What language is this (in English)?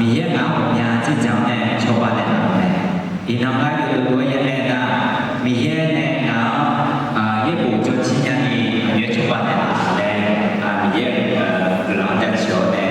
Akha